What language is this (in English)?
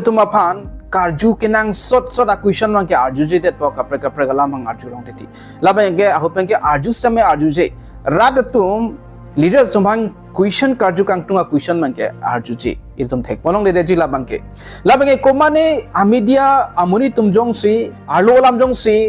Karbi